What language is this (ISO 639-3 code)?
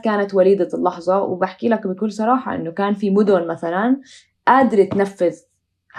apc